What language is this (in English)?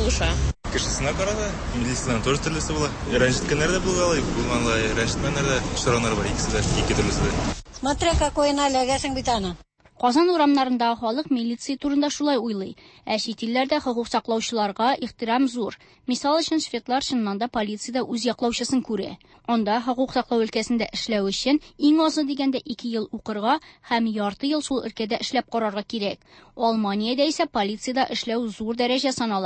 Tatar